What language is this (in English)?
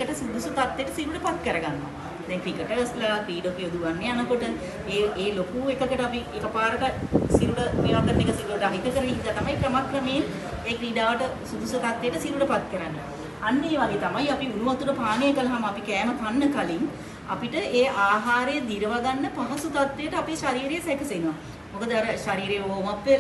Sinhala